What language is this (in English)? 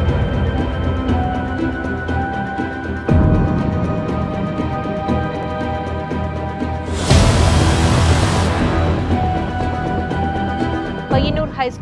Malayalam